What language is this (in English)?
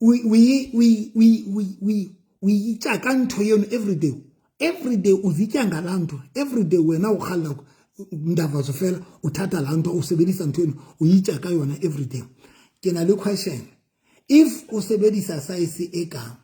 Southern Sotho